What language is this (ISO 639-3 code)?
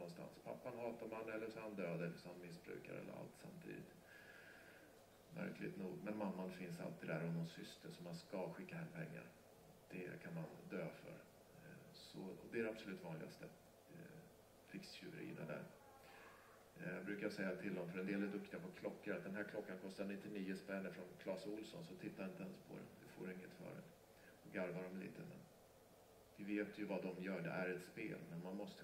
swe